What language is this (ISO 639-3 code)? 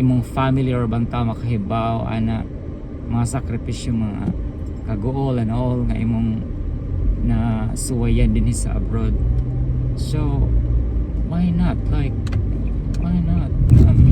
ceb